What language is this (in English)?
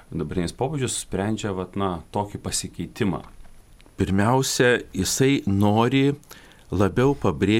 Lithuanian